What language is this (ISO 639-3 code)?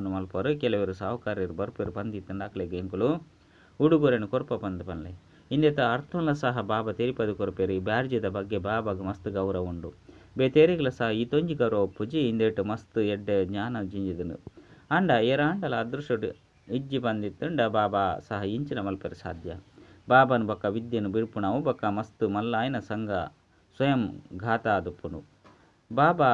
tcy